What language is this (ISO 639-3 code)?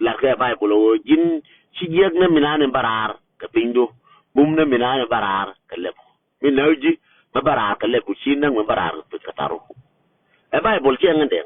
nus